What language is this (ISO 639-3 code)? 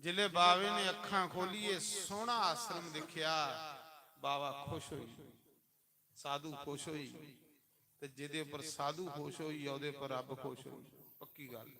doi